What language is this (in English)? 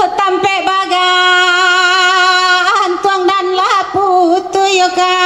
Minangkabau